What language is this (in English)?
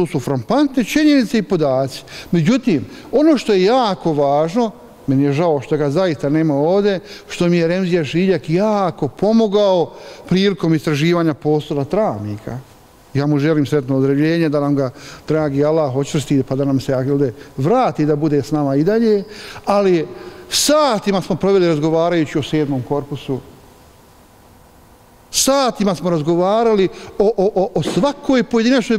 Bosnian